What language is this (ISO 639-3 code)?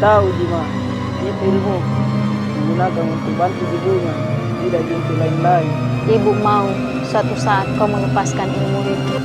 mfp